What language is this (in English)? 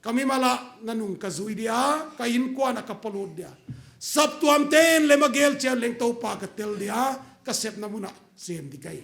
Paite Chin